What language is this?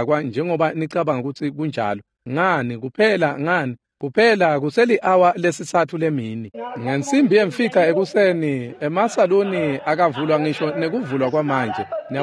Swati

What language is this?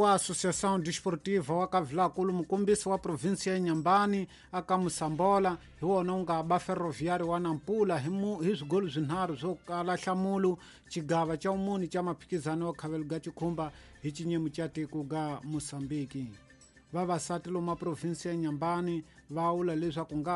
Tsonga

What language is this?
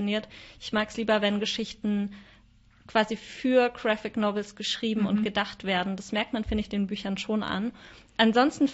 German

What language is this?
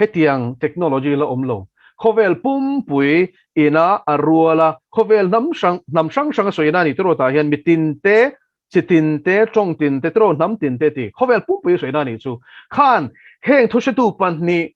Mizo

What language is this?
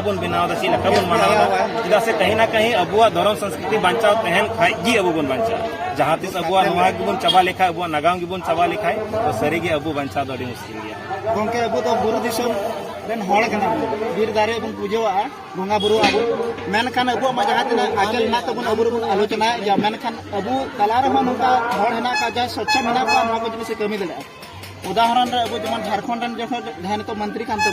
Santali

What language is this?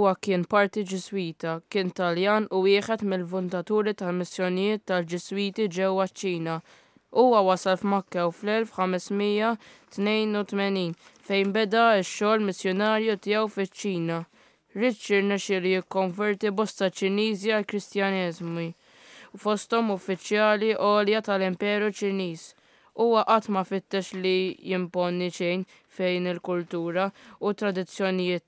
Maltese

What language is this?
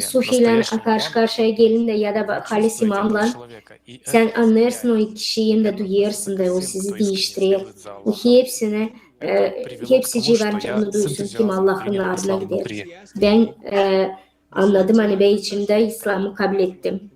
Gagauz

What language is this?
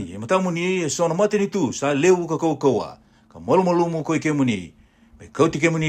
Fijian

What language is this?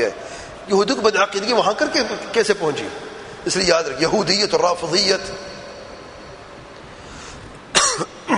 Urdu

